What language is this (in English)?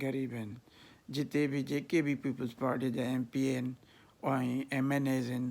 Sindhi